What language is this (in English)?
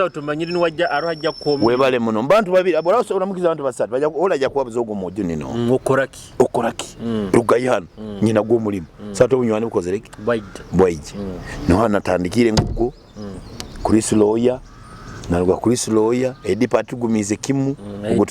Nyoro